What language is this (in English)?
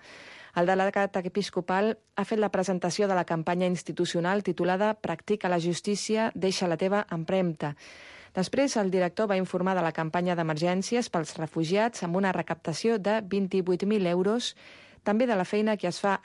Catalan